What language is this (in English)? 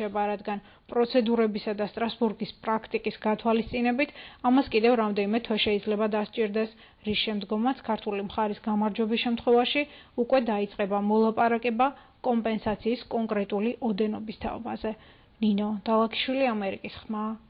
Georgian